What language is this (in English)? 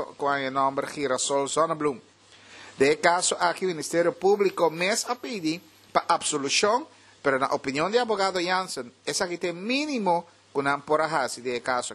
Papiamento